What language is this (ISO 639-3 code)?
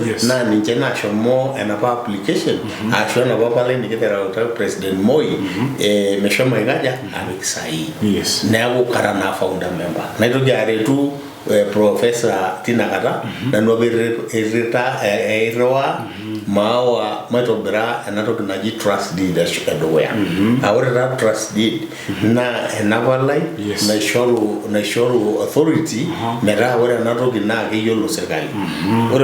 mas